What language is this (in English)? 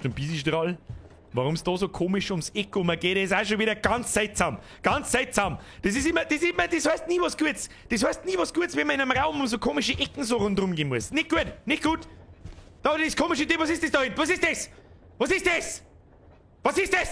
Bavarian